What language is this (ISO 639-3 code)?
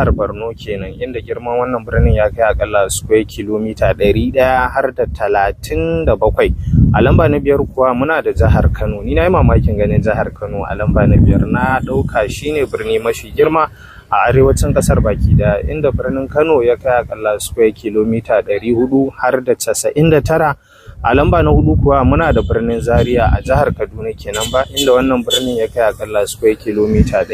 hau